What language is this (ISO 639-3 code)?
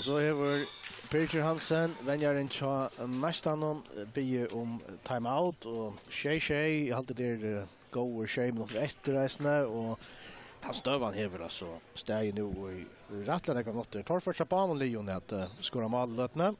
fao